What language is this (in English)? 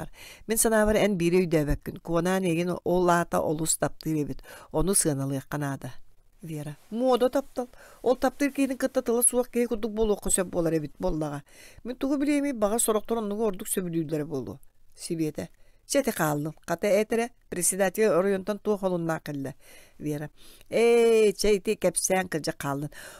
Yakut